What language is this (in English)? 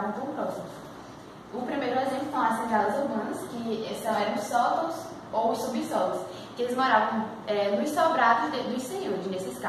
Portuguese